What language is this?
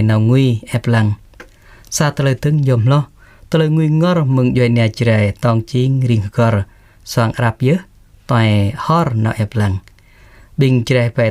Jarai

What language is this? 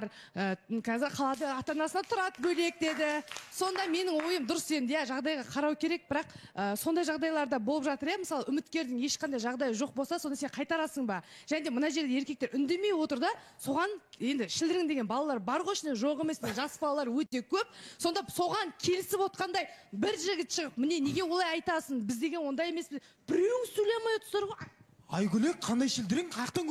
Kazakh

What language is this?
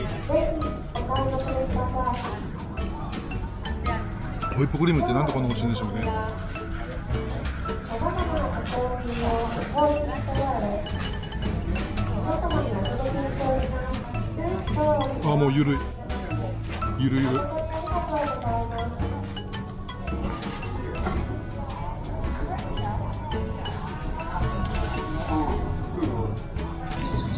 Japanese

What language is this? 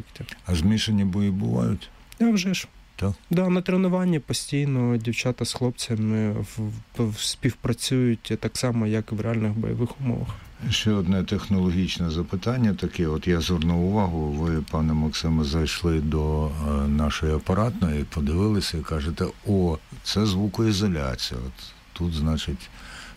Ukrainian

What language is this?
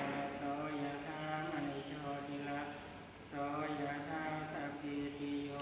Pali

